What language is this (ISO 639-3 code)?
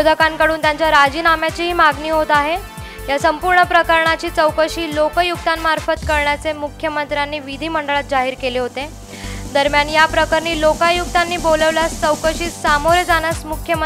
mar